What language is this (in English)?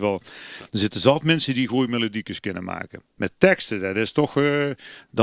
Limburgish